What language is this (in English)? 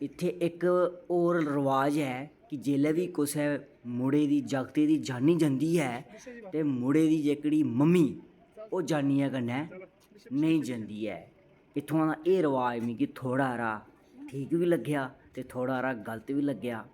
Dogri